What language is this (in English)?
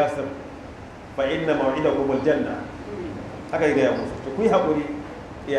Hausa